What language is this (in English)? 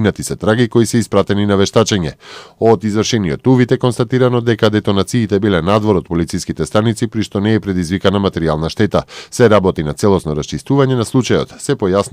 Macedonian